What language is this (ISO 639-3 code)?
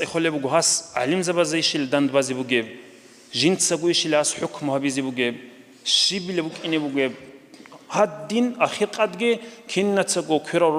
ava